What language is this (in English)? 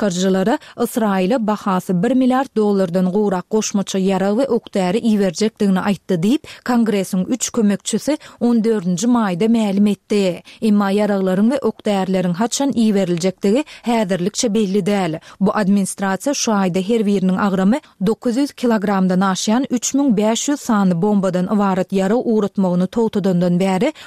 Kyrgyz